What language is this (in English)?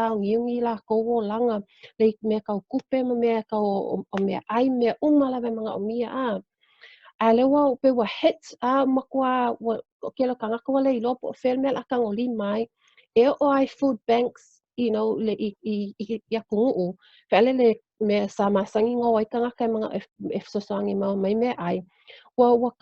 Samoan